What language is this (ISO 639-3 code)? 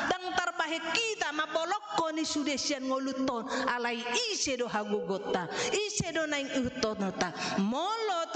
bbc